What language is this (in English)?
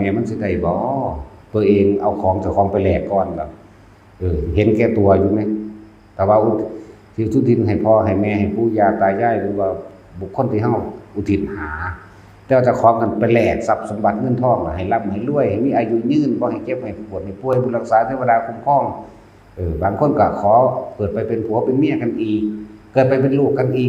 Northeastern Thai